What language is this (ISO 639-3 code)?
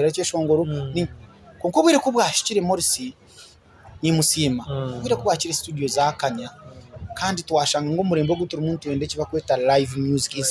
nyn